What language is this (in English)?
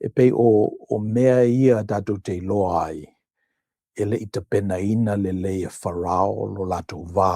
Samoan